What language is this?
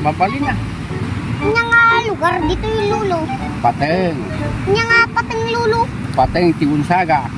Iloko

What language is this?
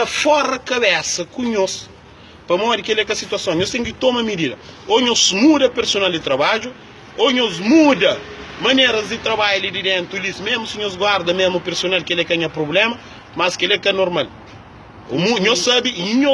Kabuverdianu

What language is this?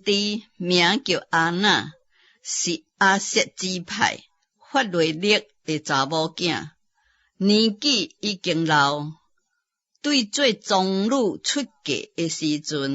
Min Nan Chinese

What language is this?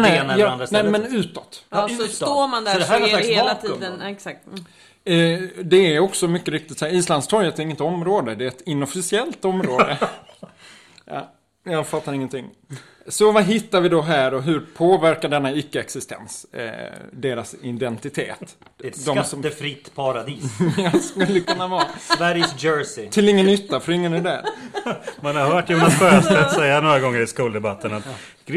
Swedish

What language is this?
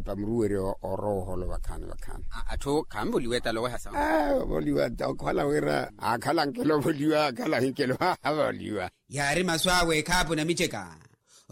Makhuwa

